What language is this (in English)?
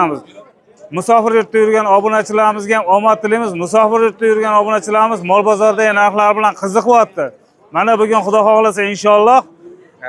Uzbek